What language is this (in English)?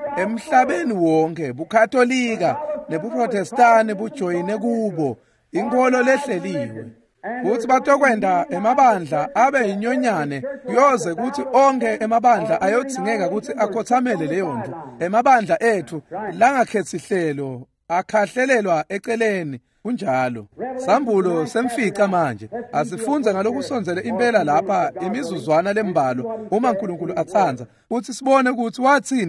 Swati